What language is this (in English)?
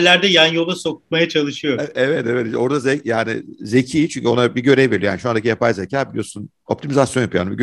Turkish